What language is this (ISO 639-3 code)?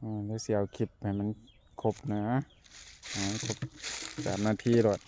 tts